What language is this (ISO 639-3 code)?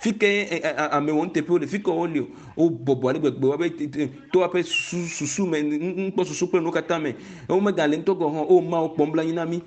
ewe